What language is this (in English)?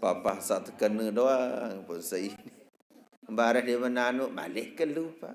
Sasak